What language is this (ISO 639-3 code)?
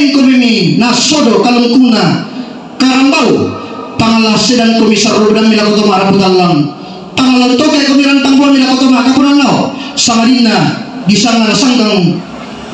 sda